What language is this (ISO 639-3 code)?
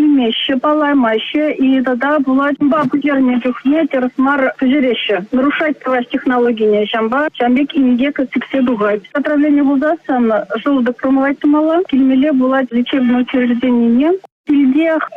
chv